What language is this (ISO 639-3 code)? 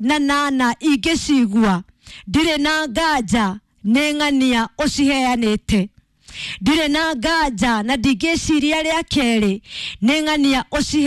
kik